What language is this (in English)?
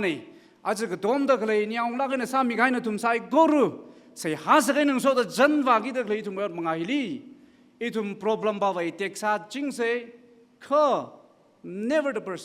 Tangkhul Naga (India)